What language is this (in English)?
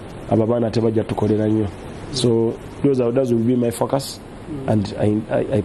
Ganda